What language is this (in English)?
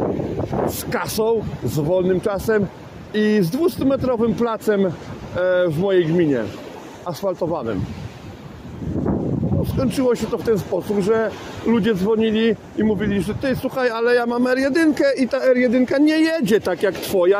Polish